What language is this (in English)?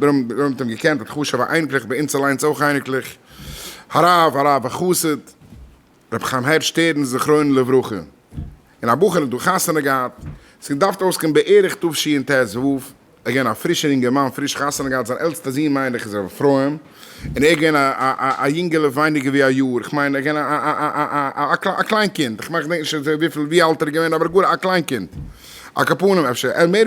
Yiddish